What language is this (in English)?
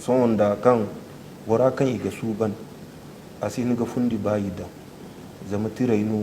Zarma